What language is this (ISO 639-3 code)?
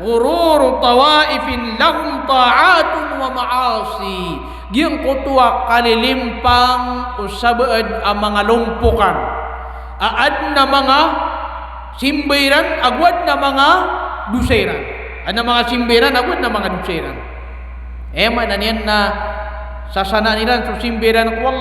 mrw